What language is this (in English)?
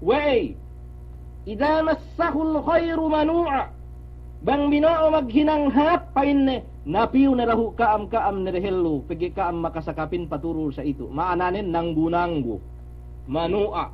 Yakan